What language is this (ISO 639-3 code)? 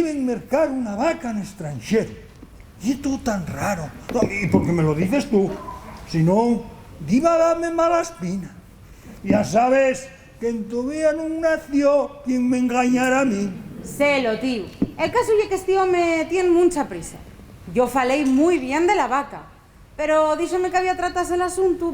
ast